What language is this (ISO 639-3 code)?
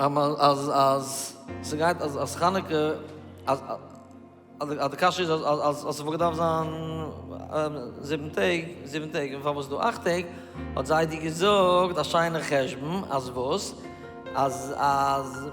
yid